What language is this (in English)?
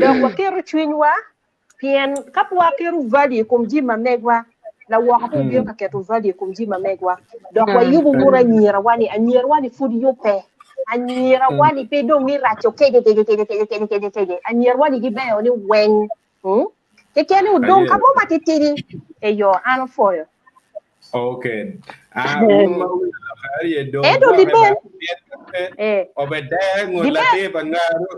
Acoli